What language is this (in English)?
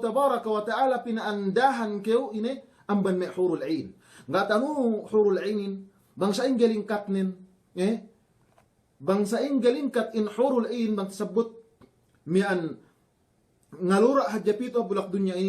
Yakan